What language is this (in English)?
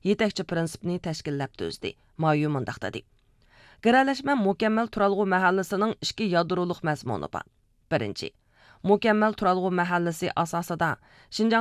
Uyghur